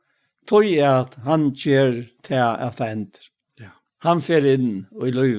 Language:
Faroese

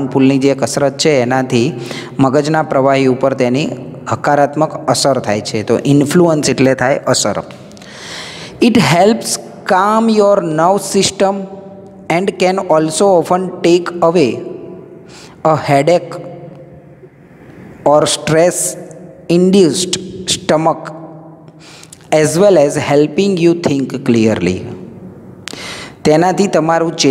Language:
Gujarati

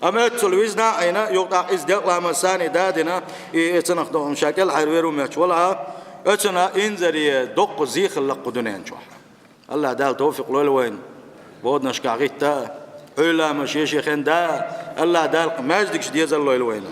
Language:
Chechen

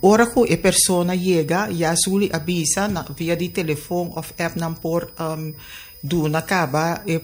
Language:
Papiamento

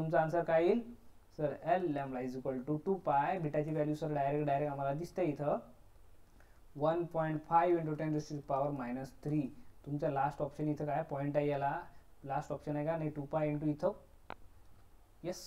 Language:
Marathi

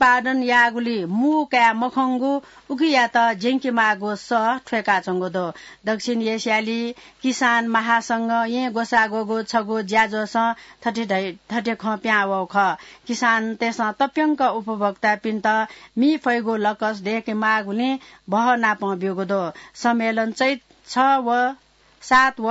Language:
Newari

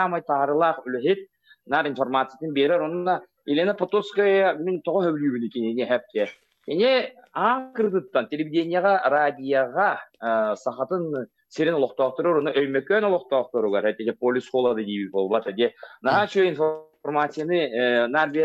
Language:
Yakut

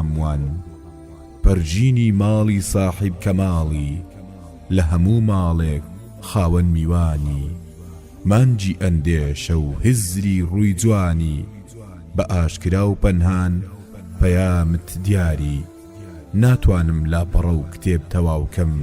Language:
Central Kurdish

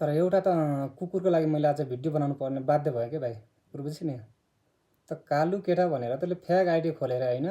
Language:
Nepali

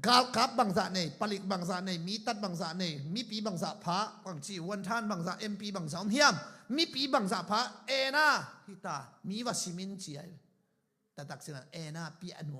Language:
Tedim Chin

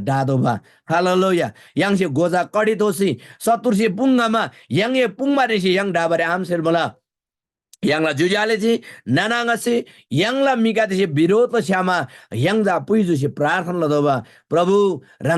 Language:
Eastern Tamang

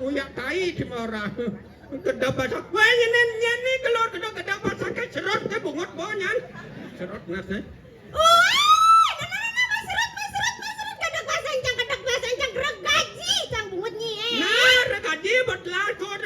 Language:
Balinese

